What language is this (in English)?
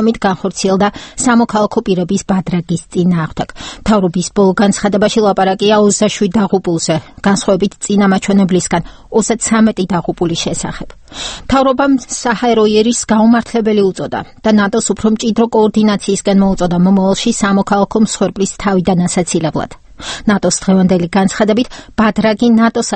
Georgian